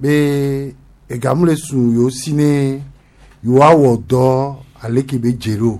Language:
Gen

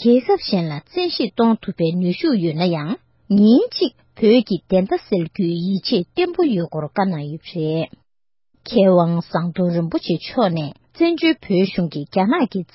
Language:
Tibetan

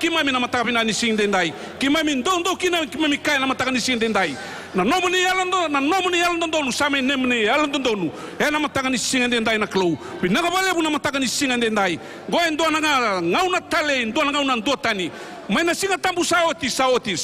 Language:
Fijian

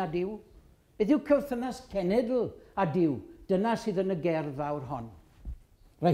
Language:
Welsh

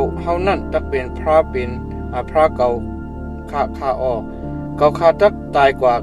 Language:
Shan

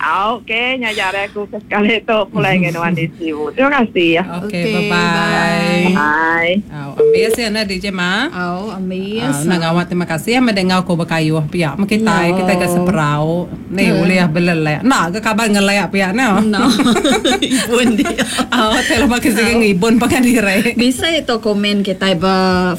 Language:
Iban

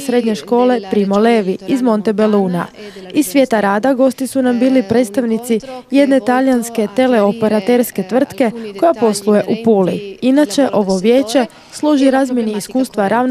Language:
Croatian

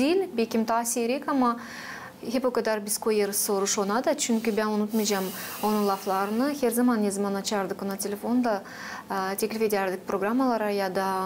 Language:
Gagauz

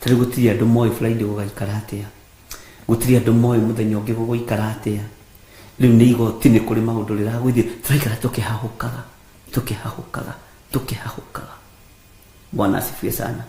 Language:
Kikuyu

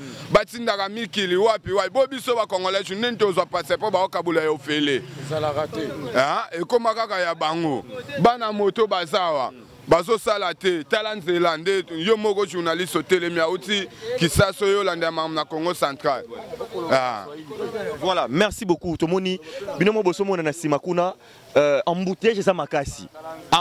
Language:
Lingala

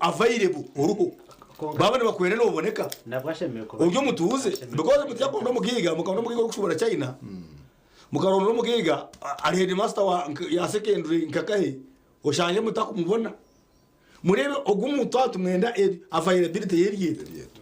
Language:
Nyankole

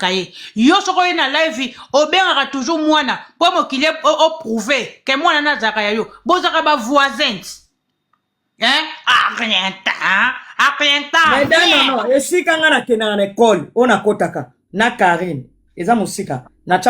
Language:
Lingala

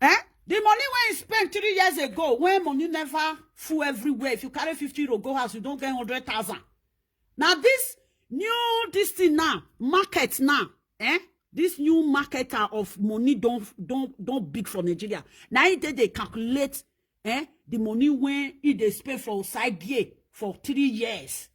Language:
Nigerian Pidgin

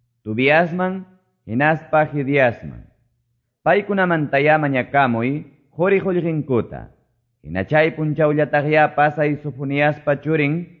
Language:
Quechua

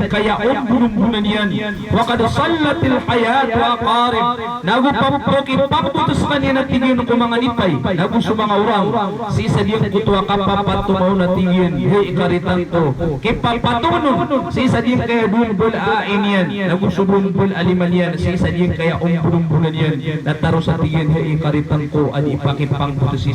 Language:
Maranao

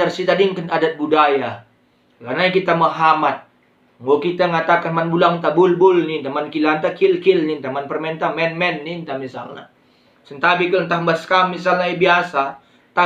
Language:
Batak Karo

